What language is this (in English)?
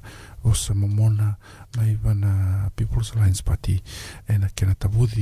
Fijian